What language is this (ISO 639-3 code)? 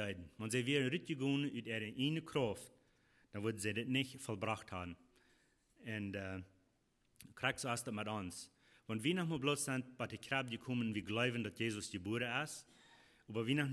pdt